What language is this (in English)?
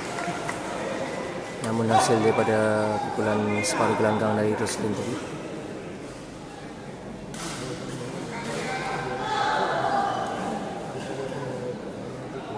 Malay